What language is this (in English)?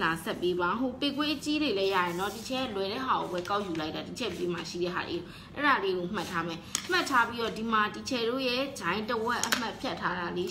Burmese